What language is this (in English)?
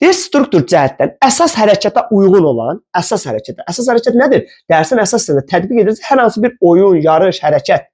Azerbaijani